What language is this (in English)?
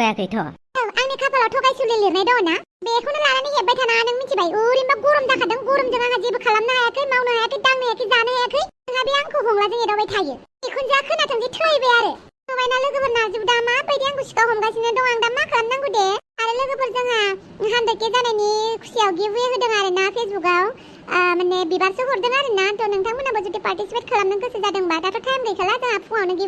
Bodo